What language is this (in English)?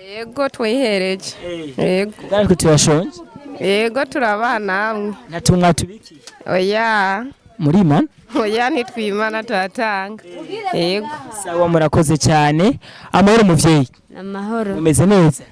Rundi